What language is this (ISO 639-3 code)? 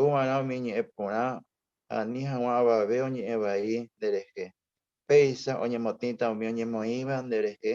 grn